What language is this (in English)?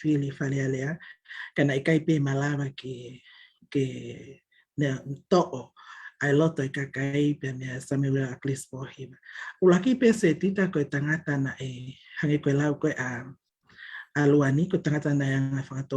Tongan